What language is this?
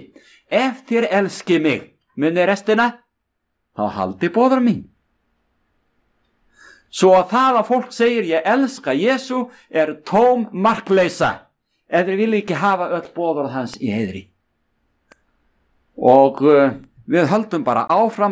Icelandic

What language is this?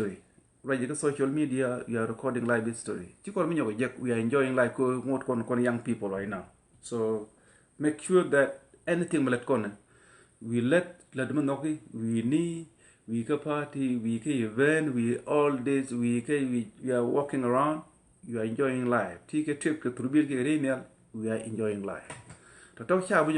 Nuer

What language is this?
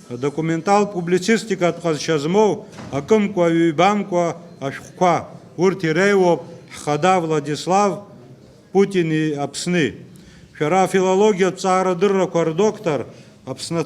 Abkhazian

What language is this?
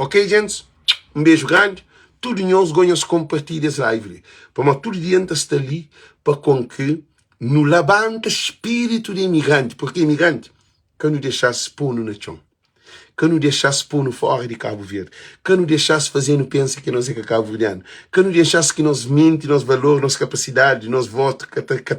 Kabuverdianu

